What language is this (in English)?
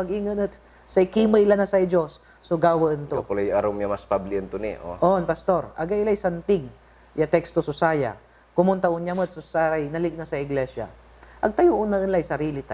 Pangasinan